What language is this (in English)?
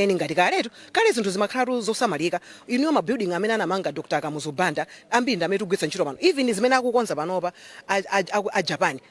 Nyanja